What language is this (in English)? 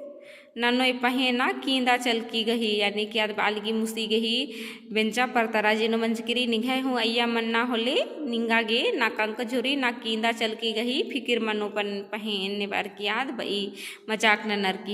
Kurukh